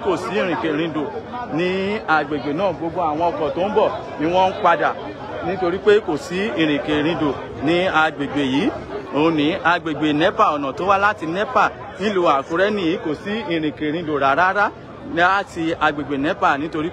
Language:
Yoruba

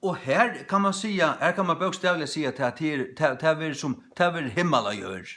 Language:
Faroese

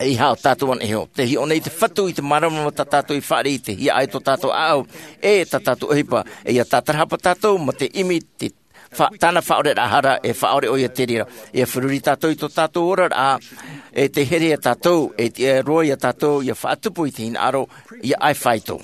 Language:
Tahitian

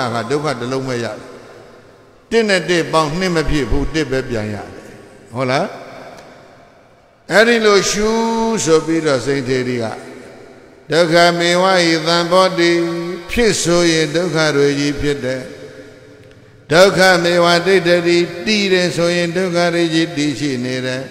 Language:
Burmese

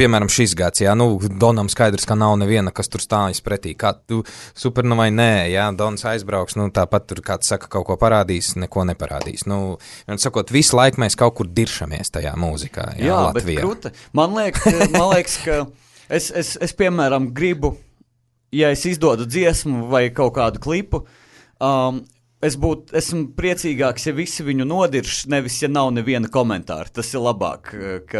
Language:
Latvian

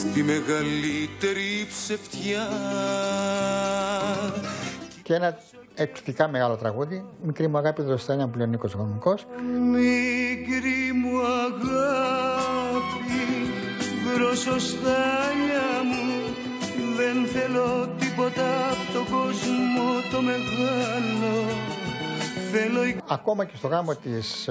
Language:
Greek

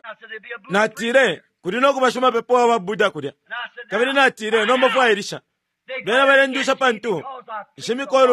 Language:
Bemba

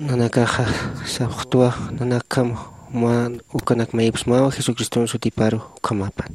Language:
Aymara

